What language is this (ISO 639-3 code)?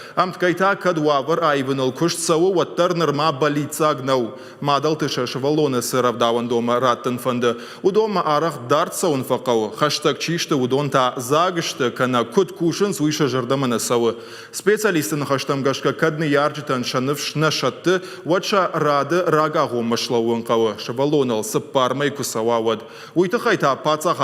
oss